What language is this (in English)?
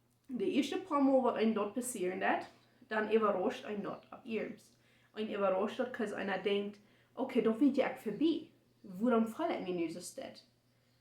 Plautdietsch